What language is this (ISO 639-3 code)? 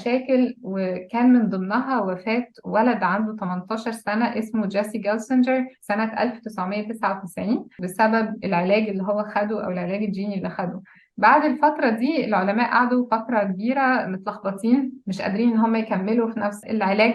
arz